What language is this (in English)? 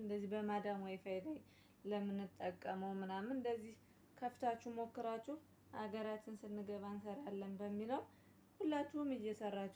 Amharic